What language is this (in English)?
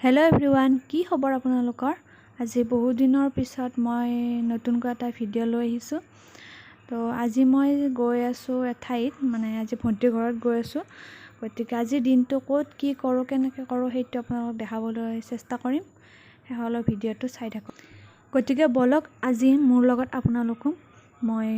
Assamese